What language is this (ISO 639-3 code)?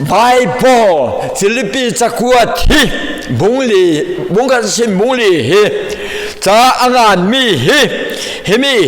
cfm